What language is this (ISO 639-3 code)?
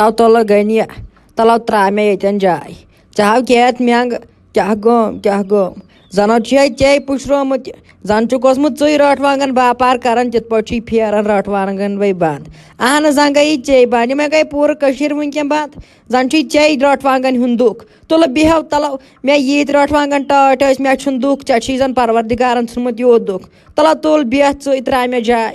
kas